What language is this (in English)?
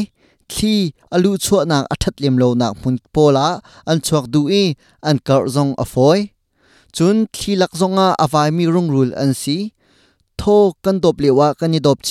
Hakha Chin